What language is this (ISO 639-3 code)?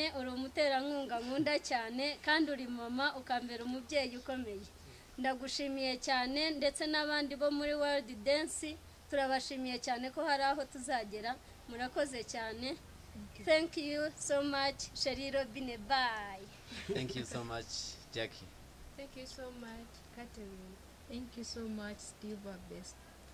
kin